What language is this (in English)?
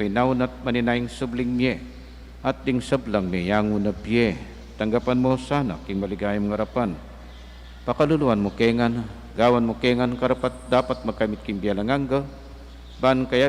Pampanga